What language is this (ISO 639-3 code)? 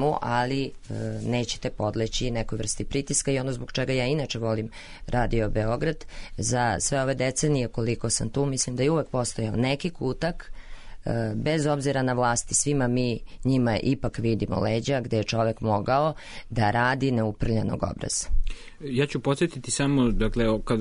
srp